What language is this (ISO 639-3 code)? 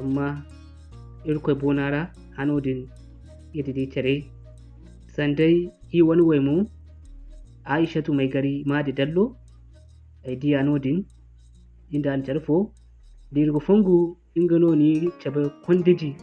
dje